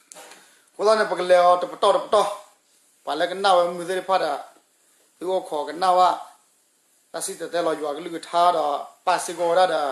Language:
S'gaw Karen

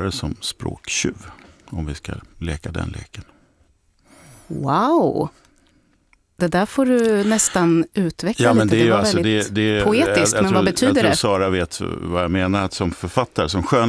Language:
Swedish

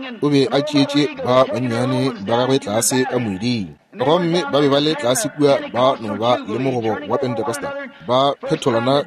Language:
Northern Sotho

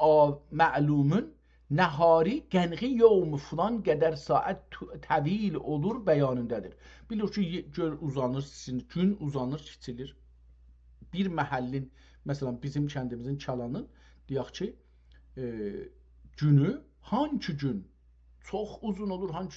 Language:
South Azerbaijani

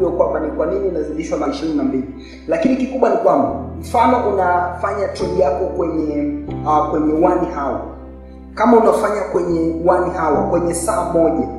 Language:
Swahili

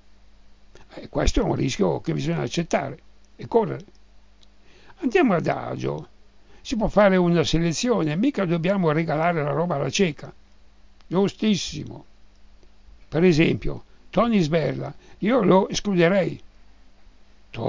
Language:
Italian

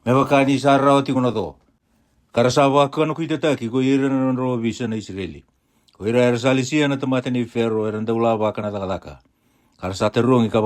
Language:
Fijian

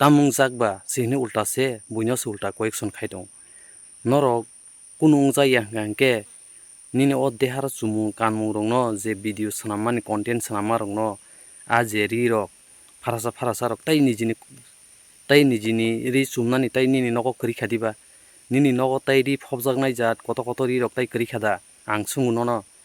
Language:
Kok Borok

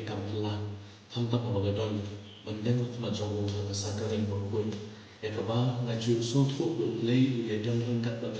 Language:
Khasi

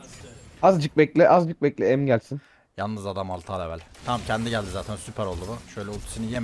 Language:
Turkish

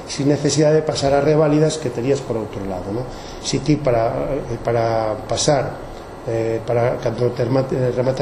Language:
Galician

